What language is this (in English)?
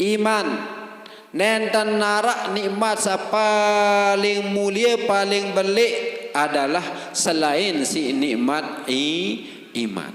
Sasak